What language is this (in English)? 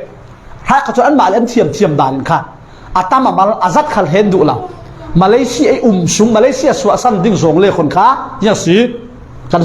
Falam Chin